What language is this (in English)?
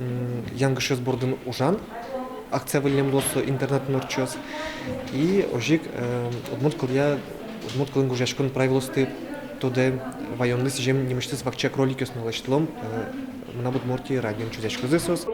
Udmurt